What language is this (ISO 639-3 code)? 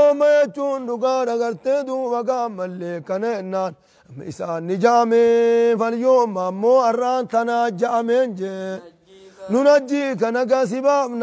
orm